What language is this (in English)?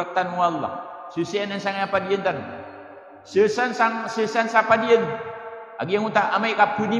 Maranao